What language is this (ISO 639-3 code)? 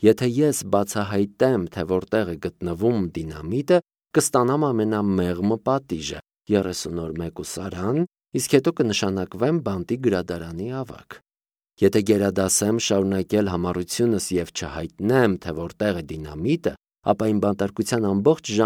hye